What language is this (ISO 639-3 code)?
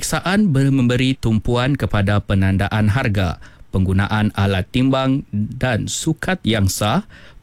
msa